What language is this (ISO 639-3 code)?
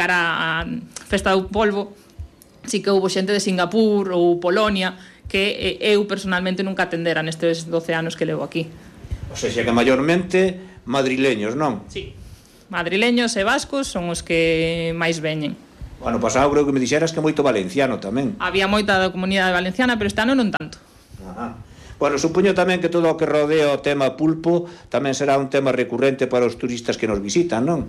glg